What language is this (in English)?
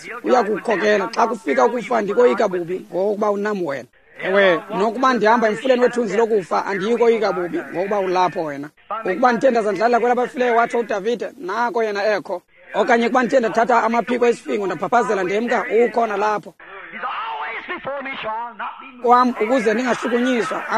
Xhosa